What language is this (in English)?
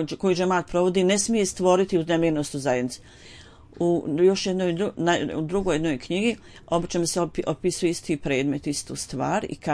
Bosnian